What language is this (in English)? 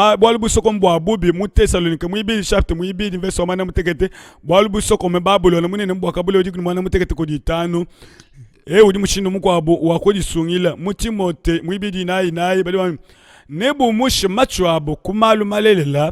Luba-Lulua